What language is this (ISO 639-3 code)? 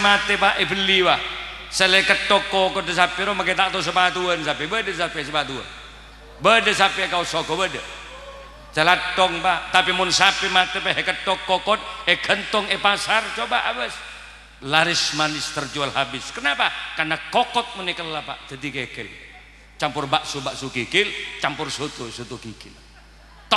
mad